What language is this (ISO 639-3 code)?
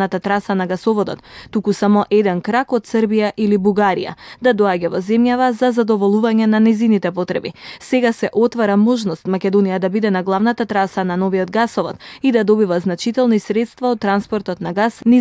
mkd